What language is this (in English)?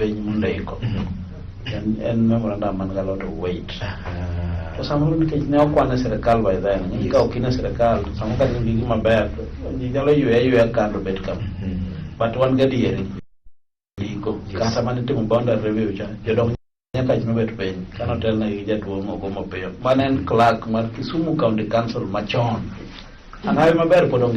Luo (Kenya and Tanzania)